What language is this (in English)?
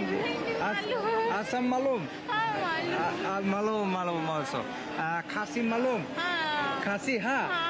Kok Borok